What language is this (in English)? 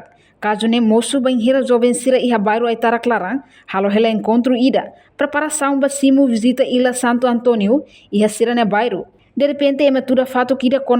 Tetum